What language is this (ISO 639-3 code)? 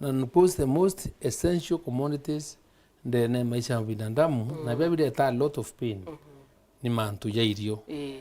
mer